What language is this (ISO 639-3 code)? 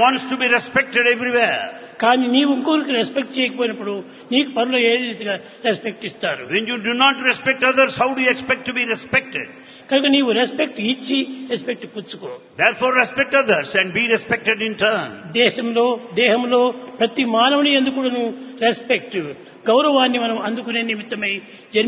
tel